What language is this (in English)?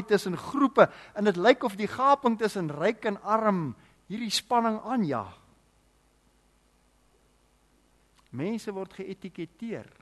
Afrikaans